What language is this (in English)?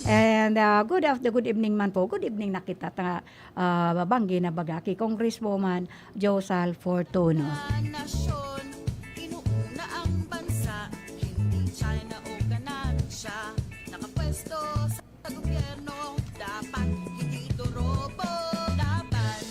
Bikol